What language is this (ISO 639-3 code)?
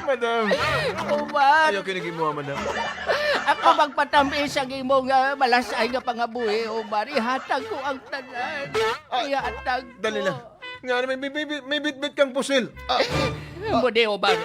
hil